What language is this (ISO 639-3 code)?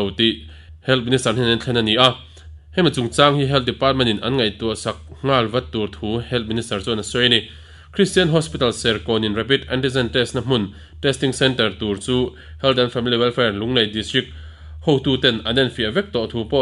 lus